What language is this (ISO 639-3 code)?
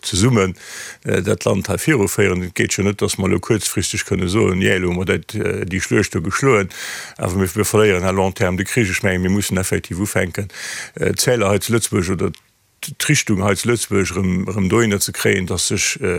ltz